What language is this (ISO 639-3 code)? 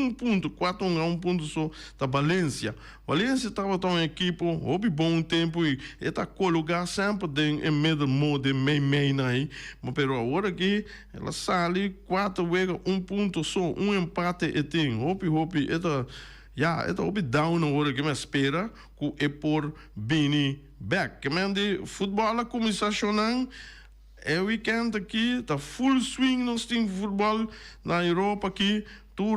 pap